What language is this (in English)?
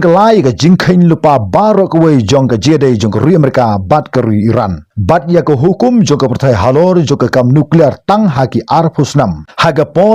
Khasi